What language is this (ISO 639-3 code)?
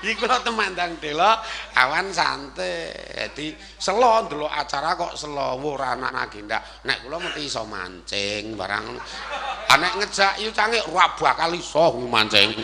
jav